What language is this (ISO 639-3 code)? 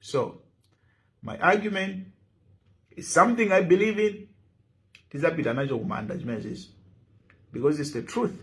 nya